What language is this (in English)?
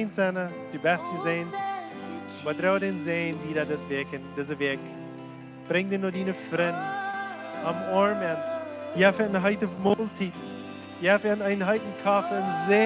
Plautdietsch